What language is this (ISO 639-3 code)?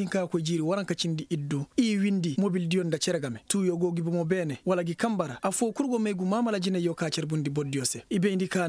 ses